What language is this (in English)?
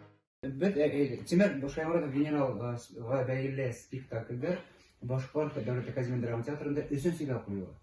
Bashkir